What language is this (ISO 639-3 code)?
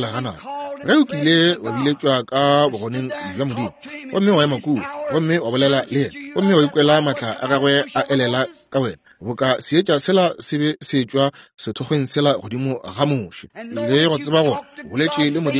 nso